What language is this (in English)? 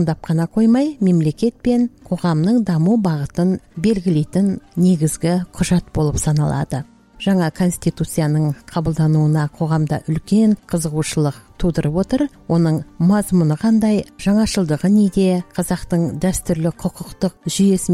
Kazakh